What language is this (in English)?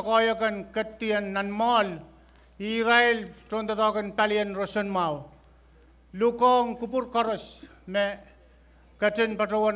Pohnpeian